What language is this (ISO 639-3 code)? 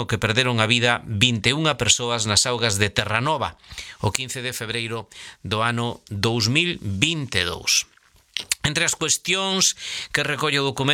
glg